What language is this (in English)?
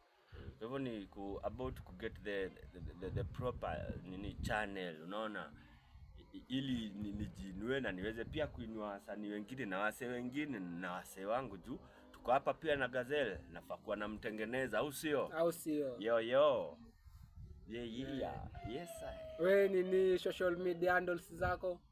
Swahili